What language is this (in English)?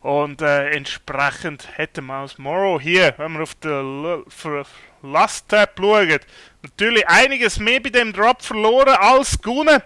Swiss German